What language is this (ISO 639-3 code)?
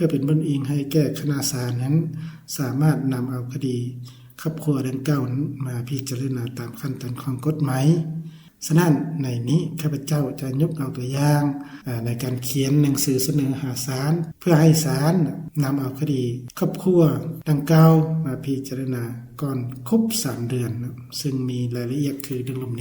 lao